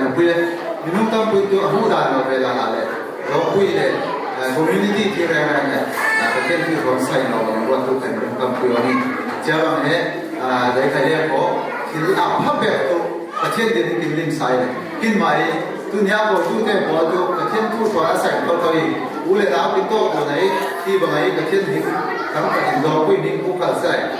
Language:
Falam Chin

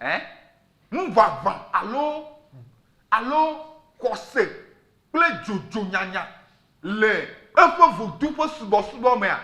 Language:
Ewe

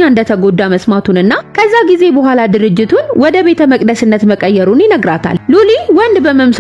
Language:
Amharic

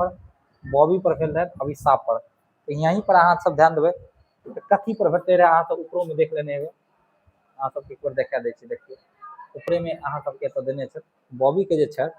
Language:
Maithili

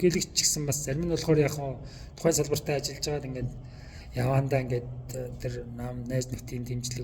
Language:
Mongolian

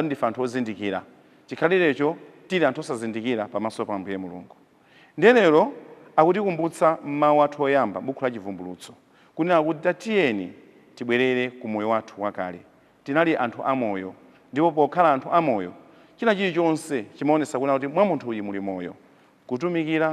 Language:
Nyanja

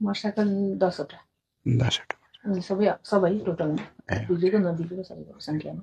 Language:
Nepali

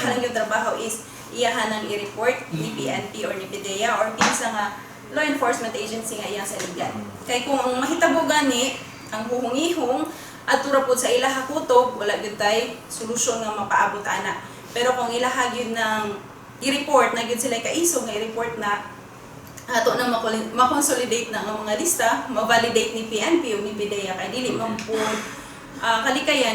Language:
Cebuano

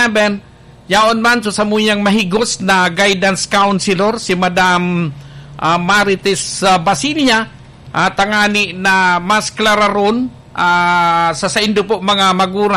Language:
Bikol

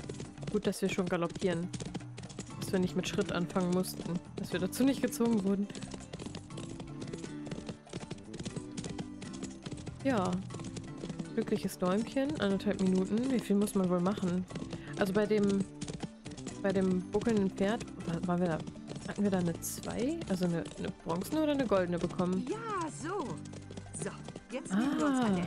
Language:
German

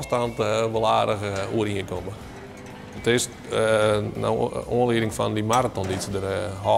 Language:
Western Frisian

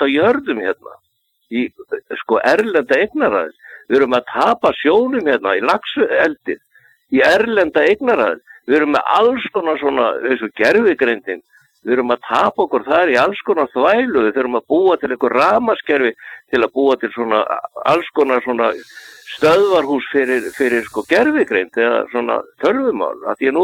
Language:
Icelandic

